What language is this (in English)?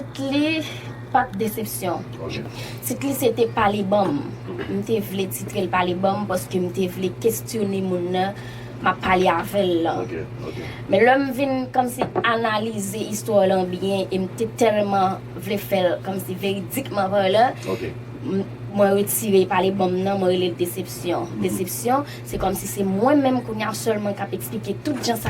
Haitian Creole